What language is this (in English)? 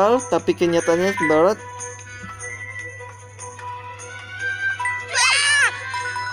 Indonesian